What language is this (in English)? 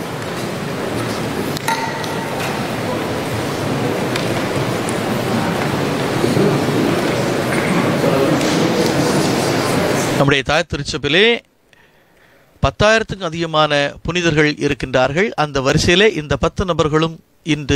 Tamil